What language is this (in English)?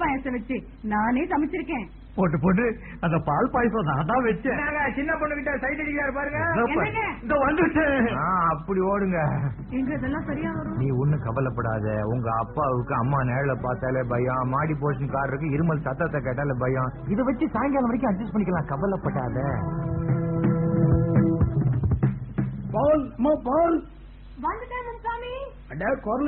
Tamil